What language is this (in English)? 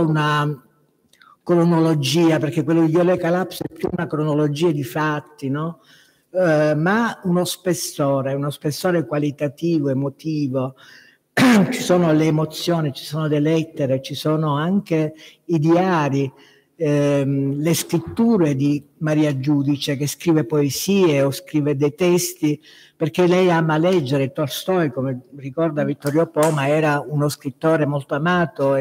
Italian